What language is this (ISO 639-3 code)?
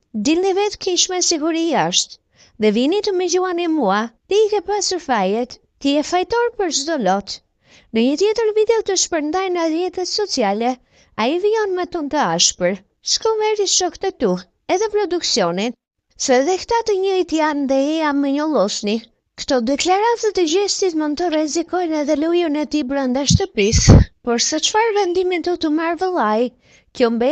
sqi